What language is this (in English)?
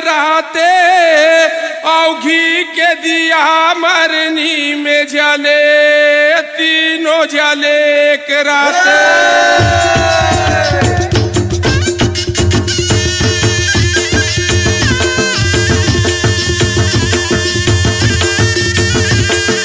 Bhojpuri